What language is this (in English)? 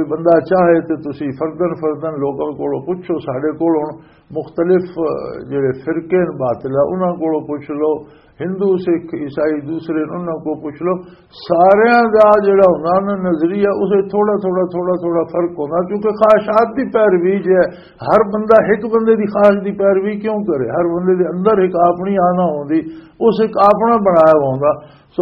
Western Panjabi